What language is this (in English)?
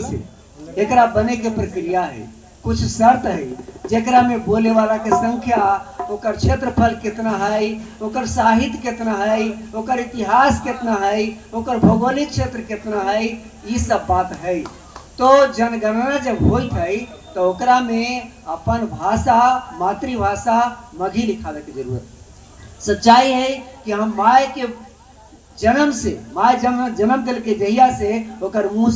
Magahi